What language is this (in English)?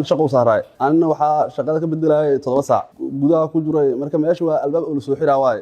Somali